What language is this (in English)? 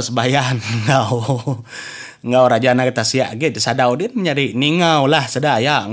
Iban